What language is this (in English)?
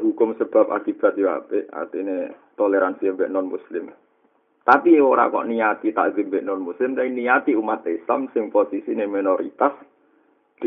Javanese